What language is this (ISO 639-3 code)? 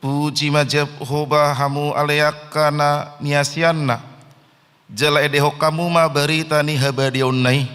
bbc